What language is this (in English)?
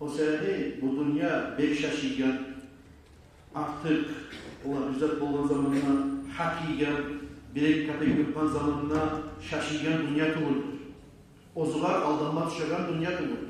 Kumyk